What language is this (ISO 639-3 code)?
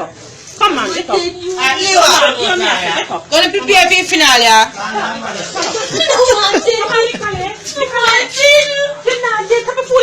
jam